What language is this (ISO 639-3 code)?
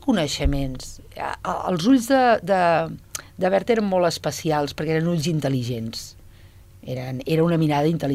cat